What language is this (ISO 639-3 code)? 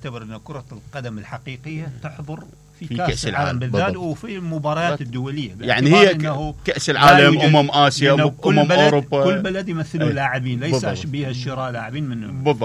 acm